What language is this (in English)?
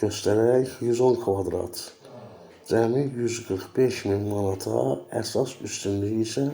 Azerbaijani